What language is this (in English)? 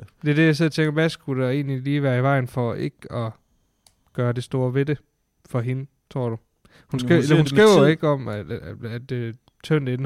Danish